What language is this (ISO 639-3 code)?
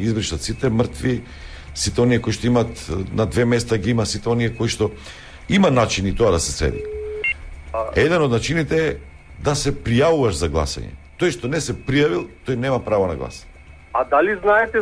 mkd